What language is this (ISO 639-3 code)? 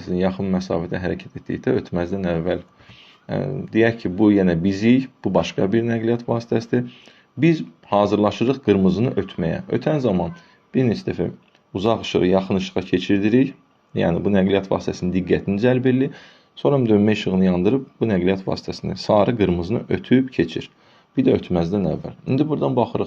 aze